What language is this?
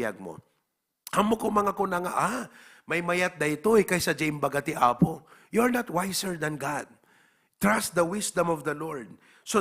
Iloko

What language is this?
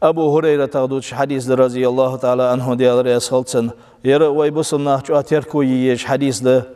Ingush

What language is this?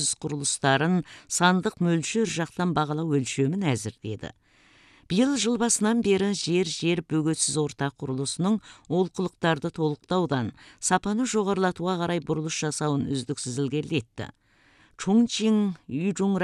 Kazakh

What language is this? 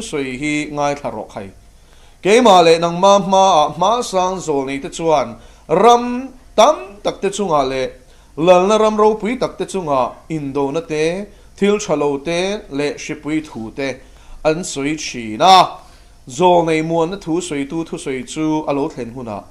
Mizo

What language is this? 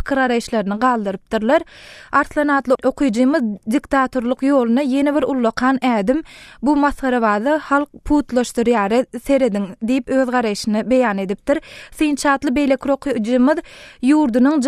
Turkmen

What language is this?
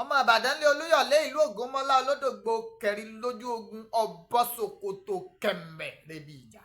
Yoruba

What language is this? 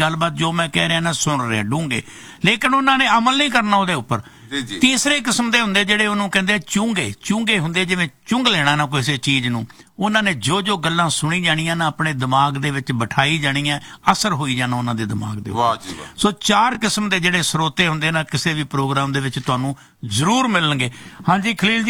Punjabi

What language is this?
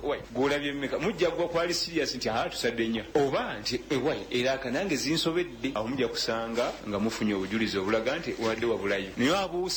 Ganda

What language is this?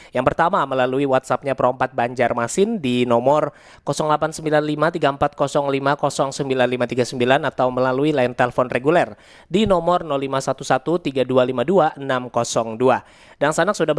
Banjar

